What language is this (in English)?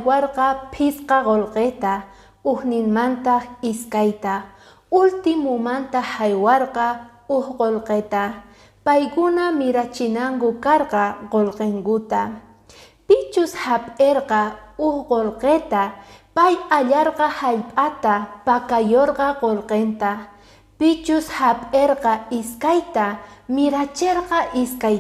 Quechua